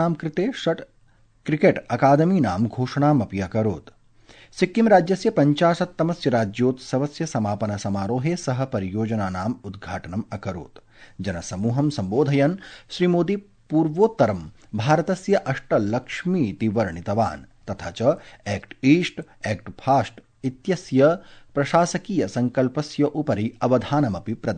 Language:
Sanskrit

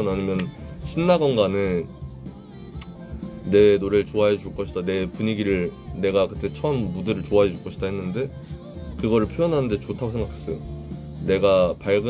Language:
Korean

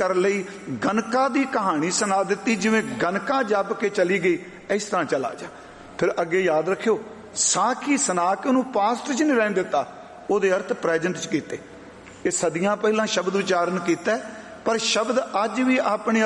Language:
Punjabi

